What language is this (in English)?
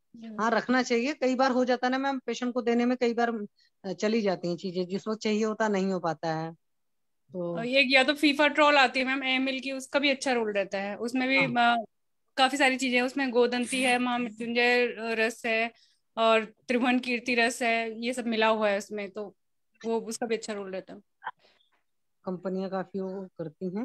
Hindi